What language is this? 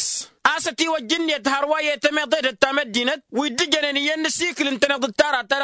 Tamasheq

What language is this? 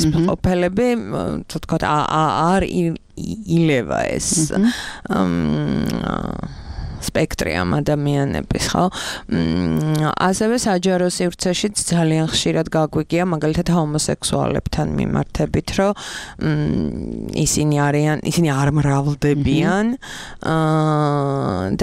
Georgian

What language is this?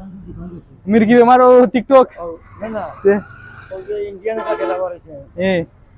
Sylheti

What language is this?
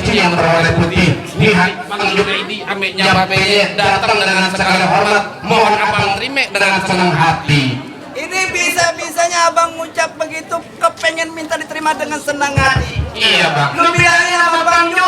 Betawi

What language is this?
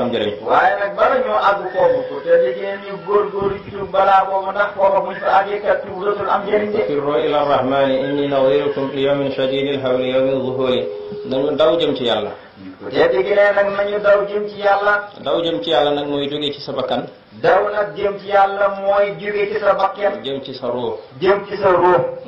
Wolof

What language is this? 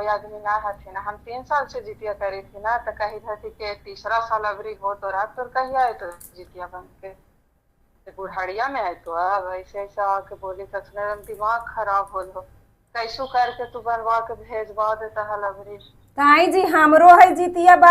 Magahi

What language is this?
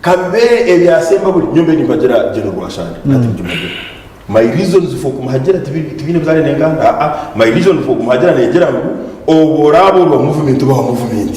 Nyankole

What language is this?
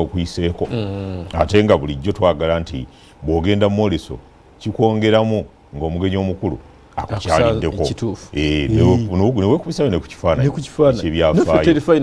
Ganda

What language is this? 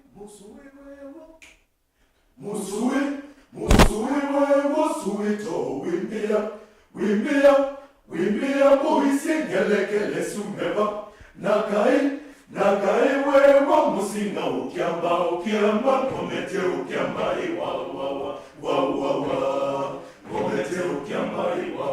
Kamba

